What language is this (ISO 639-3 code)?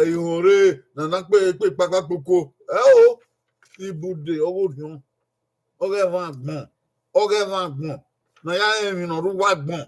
bin